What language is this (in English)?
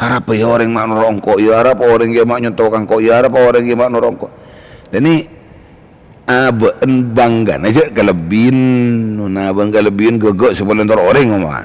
Madurese